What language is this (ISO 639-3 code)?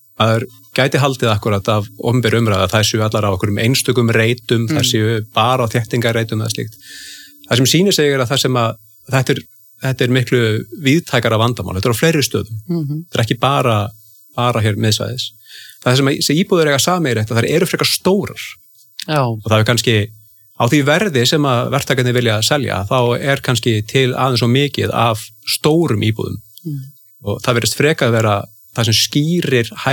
isl